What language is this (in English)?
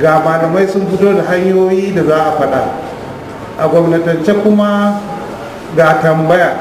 Hausa